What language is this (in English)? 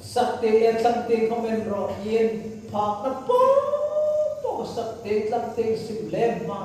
Hmar